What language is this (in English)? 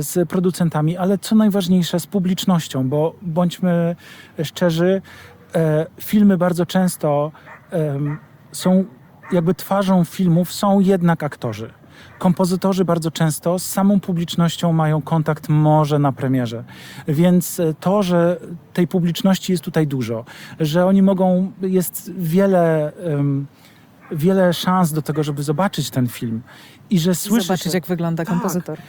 Polish